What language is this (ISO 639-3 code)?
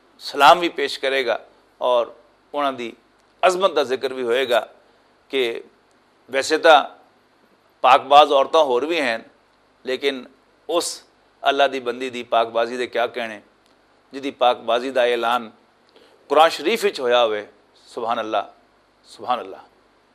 lah